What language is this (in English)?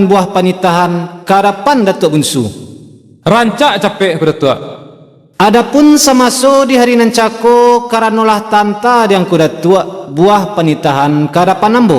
Minangkabau